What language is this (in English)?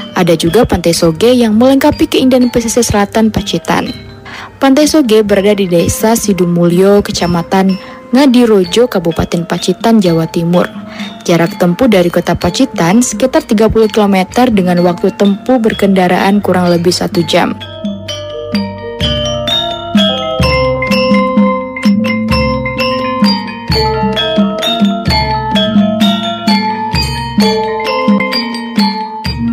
Indonesian